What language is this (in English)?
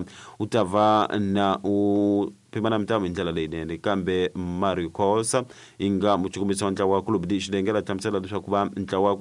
Tsonga